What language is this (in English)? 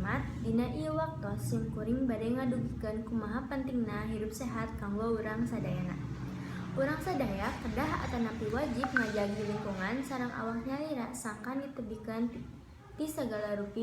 Sundanese